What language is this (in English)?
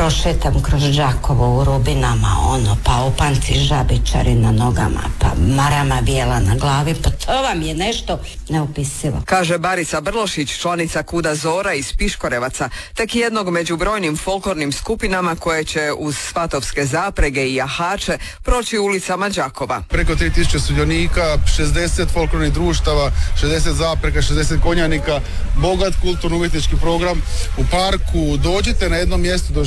Croatian